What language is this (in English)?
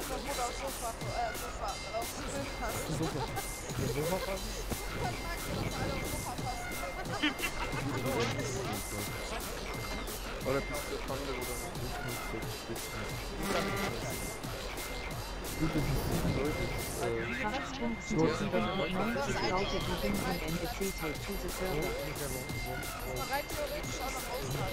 German